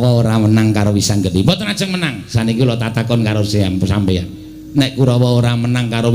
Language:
Javanese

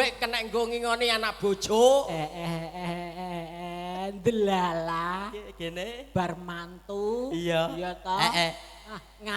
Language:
Javanese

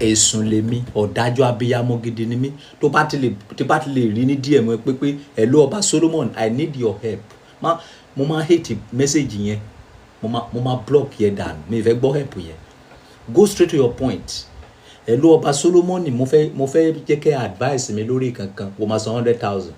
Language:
Yoruba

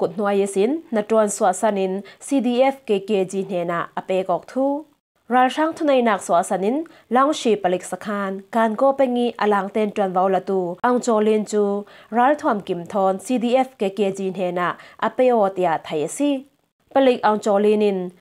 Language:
Falam Chin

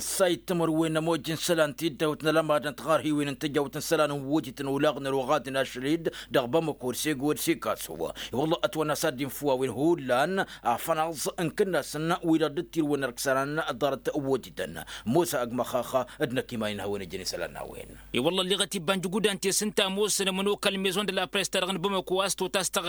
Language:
Tamasheq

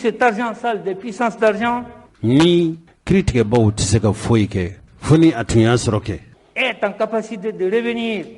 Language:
Bambara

